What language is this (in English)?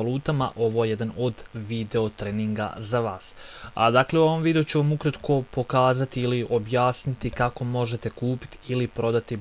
Bosnian